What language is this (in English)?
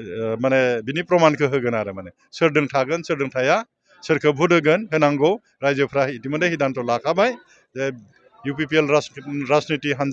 Bodo